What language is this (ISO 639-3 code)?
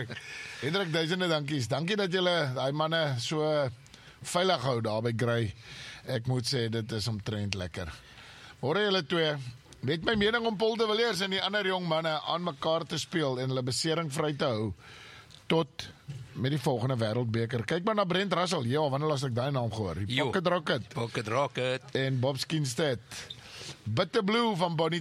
afr